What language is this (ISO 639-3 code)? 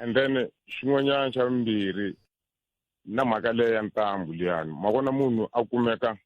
tso